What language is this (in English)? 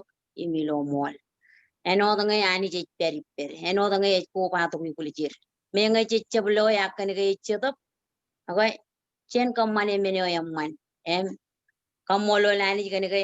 Marshallese